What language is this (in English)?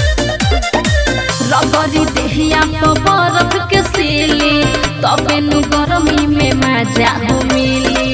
Bhojpuri